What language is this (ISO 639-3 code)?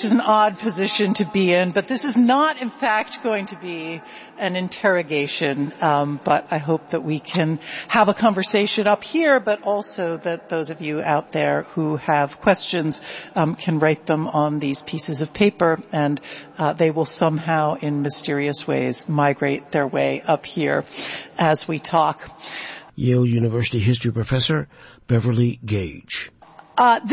eng